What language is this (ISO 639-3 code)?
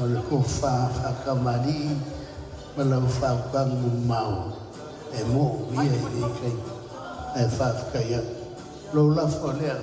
smo